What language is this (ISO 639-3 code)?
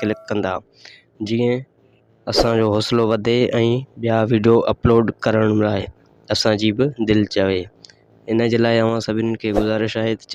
snd